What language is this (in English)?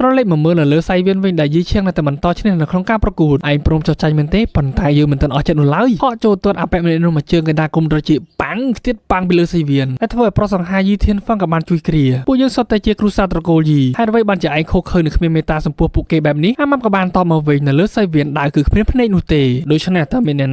Khmer